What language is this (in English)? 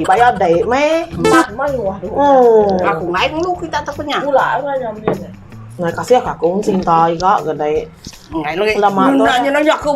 Iban